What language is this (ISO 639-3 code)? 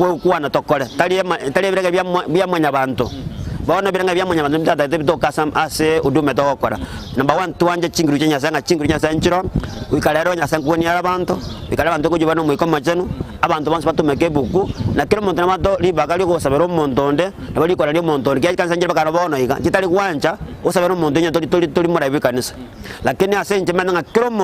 guz